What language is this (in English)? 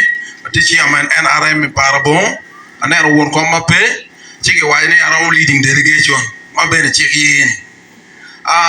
Acoli